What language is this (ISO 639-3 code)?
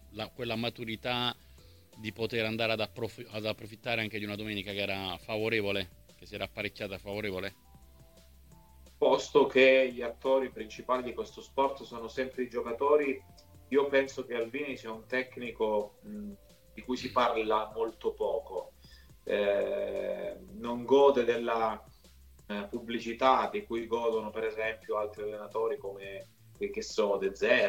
ita